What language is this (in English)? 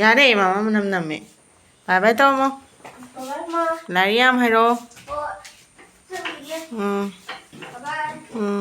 Manipuri